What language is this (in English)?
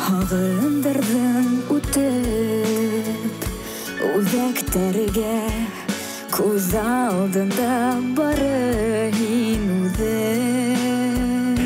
Bashkir